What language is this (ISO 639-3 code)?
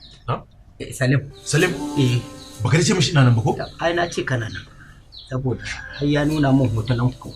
hau